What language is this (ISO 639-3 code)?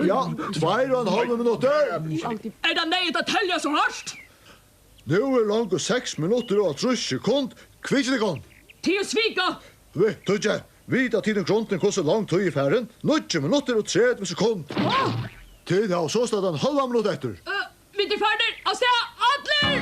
fao